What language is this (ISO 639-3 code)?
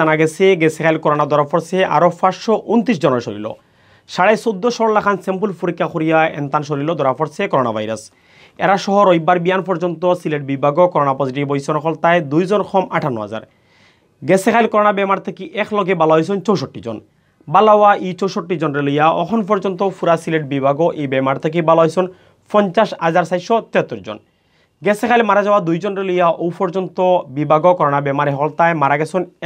syl